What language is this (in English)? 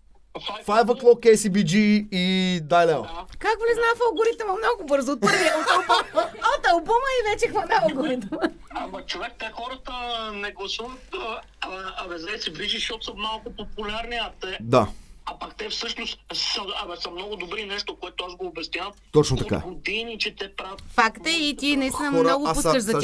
Bulgarian